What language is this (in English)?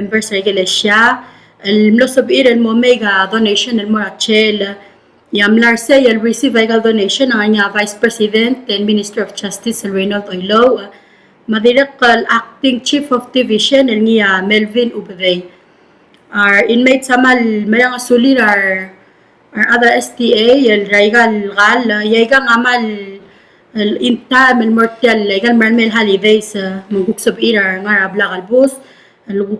Palauan